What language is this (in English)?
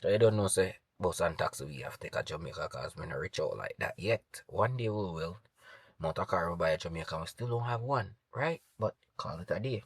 Jamaican Creole English